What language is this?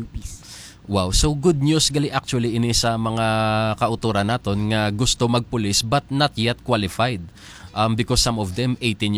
Hiligaynon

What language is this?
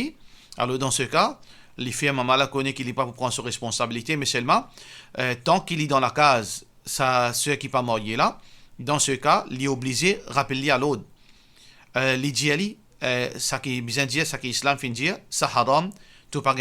Morisyen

